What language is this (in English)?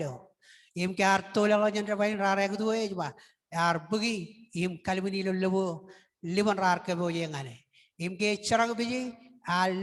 Marshallese